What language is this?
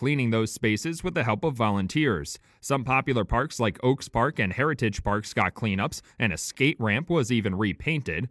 English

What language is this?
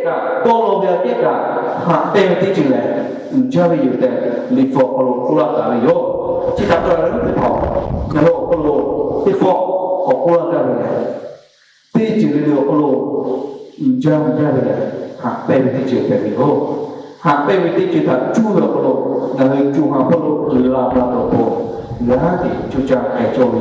Lahu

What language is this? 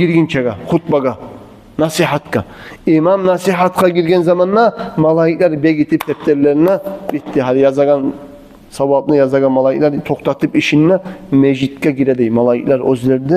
Kumyk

